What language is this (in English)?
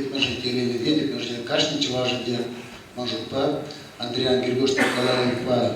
Chuvash